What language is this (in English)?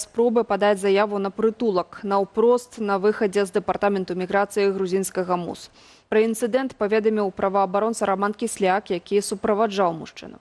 Belarusian